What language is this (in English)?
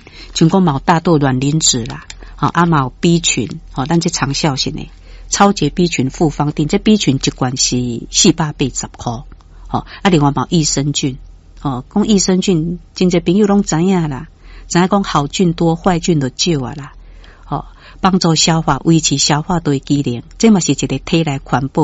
Min Nan Chinese